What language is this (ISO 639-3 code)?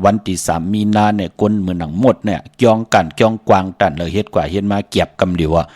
shn